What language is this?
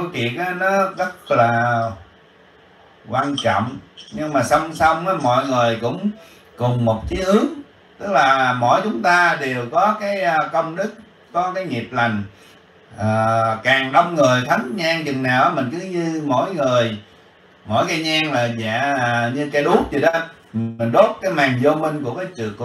Vietnamese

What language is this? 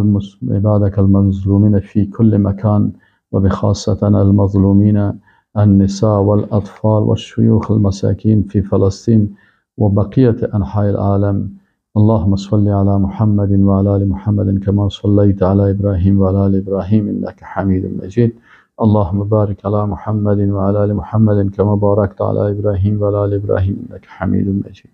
Persian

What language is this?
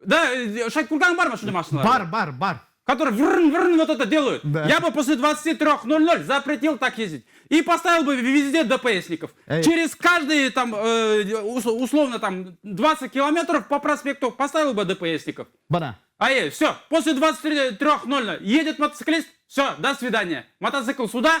Bashkir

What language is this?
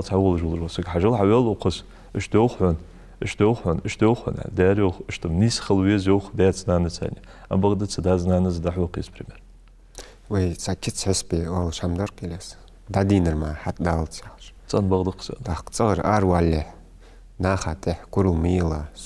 Ingush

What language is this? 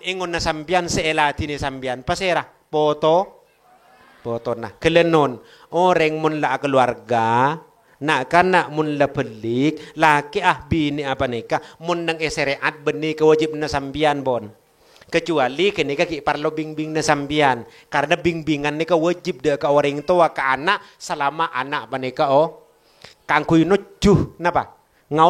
Madurese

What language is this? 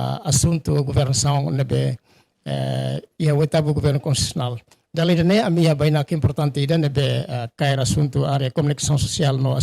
Tetum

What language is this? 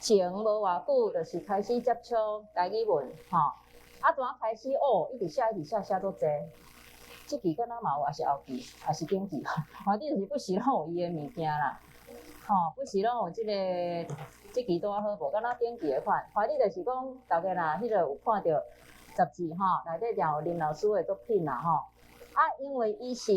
Min Nan Chinese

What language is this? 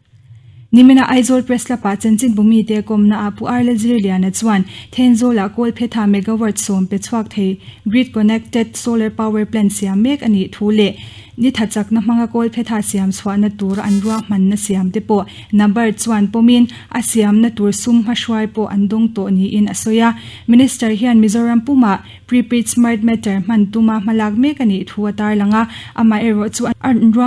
Mizo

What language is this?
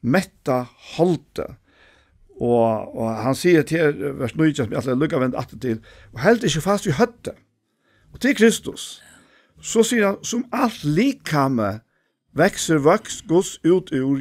Faroese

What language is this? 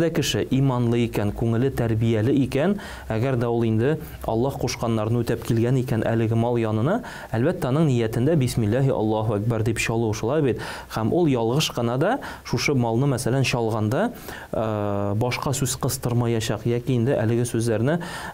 Tatar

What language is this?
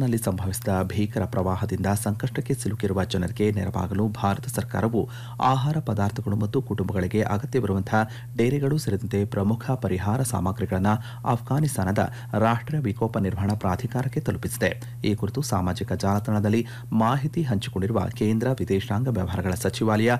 Kannada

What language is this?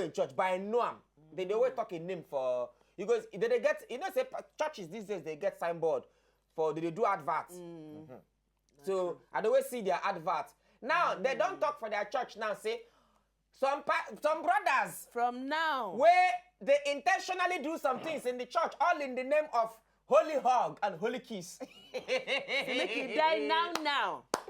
Nigerian Pidgin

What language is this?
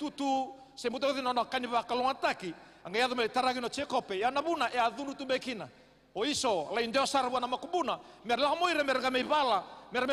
Fijian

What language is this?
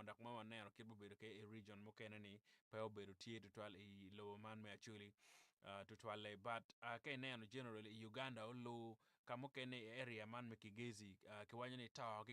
Acoli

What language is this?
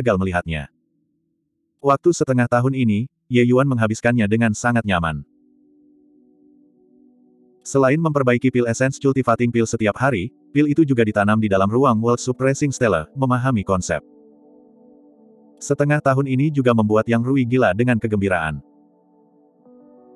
Indonesian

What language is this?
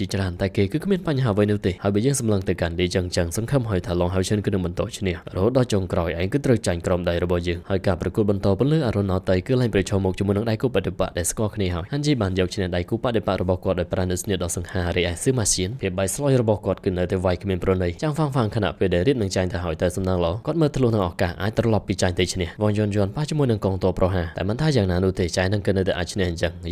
Khmer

